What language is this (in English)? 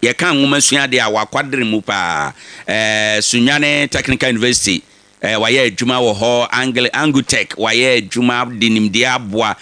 Akan